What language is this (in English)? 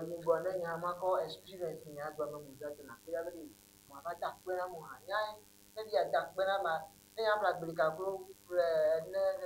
Ewe